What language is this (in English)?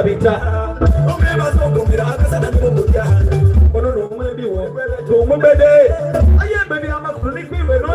Soga